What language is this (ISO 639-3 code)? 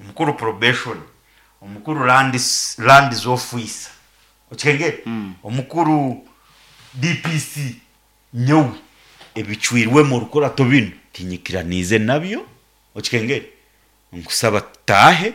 nyn